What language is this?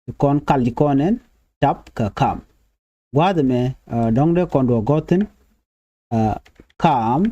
Nuer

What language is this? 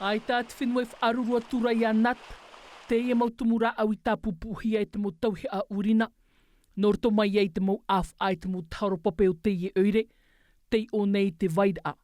Tahitian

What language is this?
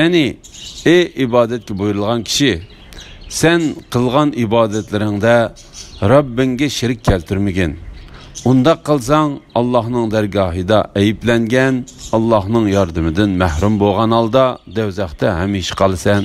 Uyghur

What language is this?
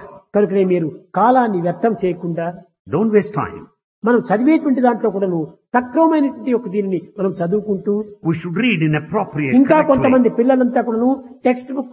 Telugu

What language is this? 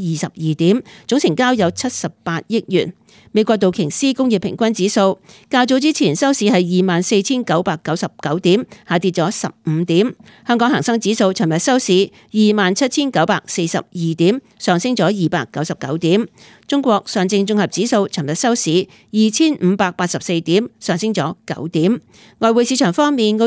Cantonese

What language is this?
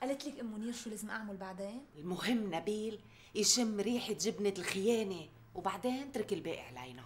North Levantine Arabic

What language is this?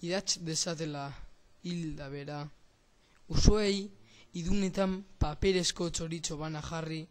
Basque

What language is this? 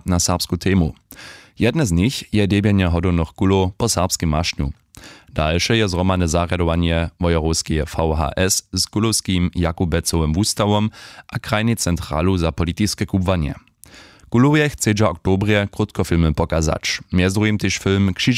Upper Sorbian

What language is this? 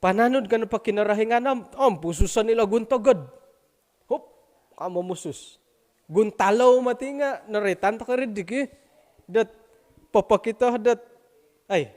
Central Dusun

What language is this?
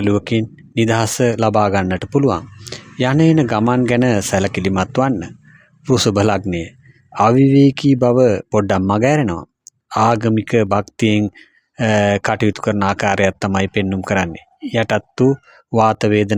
Sinhala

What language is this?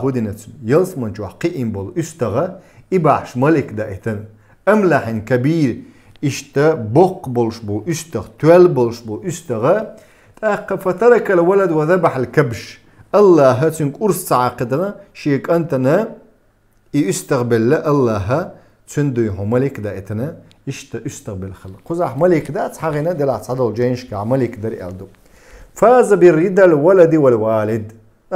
Chechen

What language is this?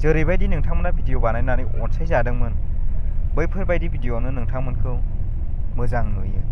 Bodo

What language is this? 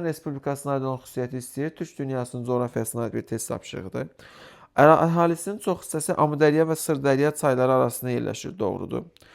Azerbaijani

